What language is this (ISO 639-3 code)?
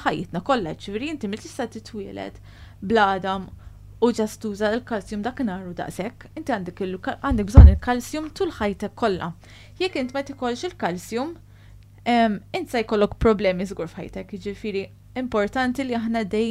mlt